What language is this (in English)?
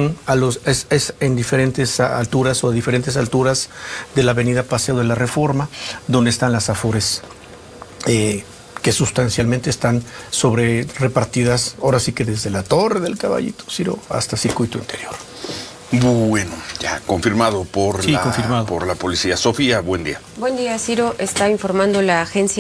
Spanish